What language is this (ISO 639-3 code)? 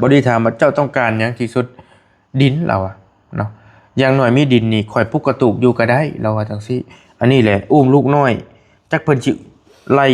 lao